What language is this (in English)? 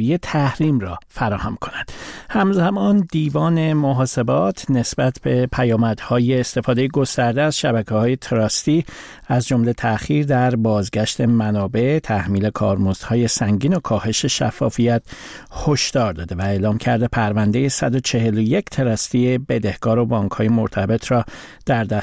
Persian